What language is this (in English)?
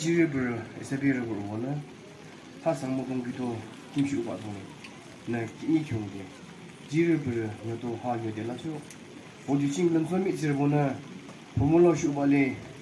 Naga Pidgin